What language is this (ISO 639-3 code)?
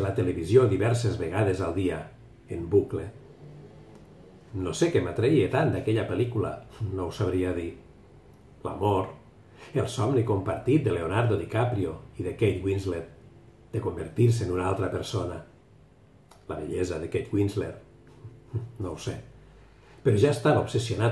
cat